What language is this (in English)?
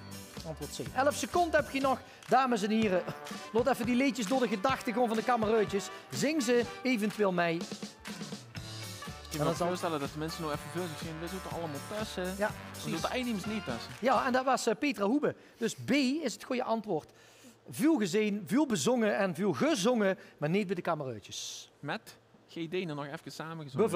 Limburgish